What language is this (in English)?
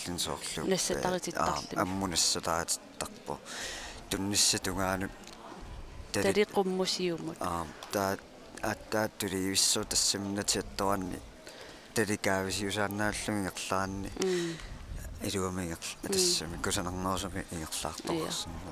Kalaallisut